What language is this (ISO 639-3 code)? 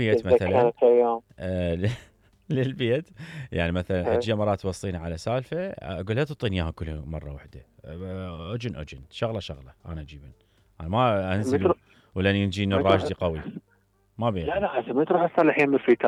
acm